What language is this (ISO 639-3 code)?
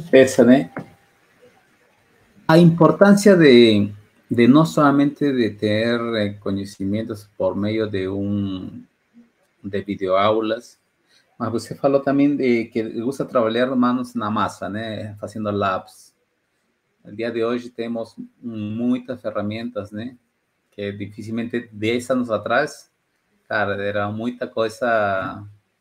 por